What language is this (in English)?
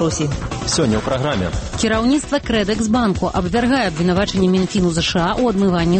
Belarusian